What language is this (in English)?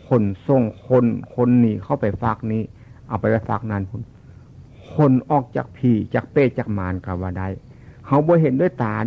Northeastern Thai